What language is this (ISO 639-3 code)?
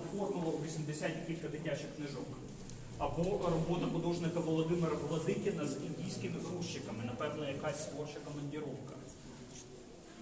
ukr